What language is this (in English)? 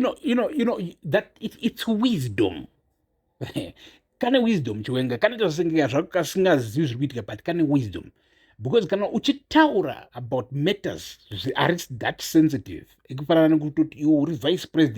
Shona